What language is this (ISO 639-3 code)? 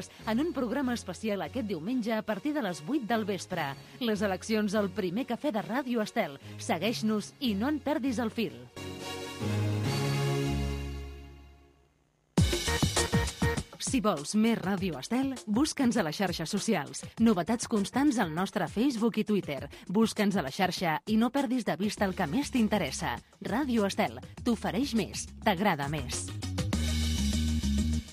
cat